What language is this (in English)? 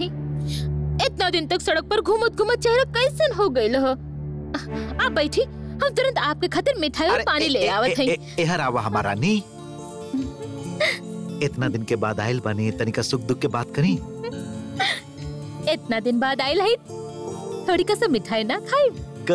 Bhojpuri